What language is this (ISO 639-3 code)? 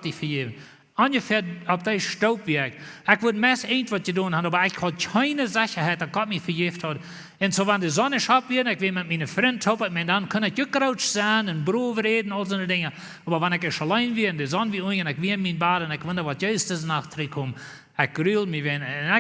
pdt